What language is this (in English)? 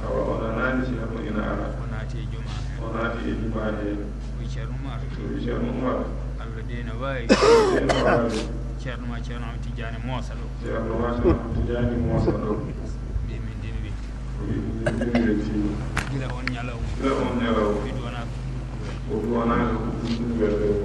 Fula